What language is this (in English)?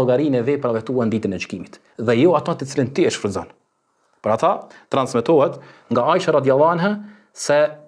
Albanian